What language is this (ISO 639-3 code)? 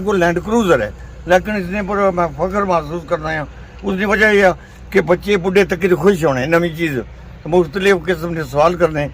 phr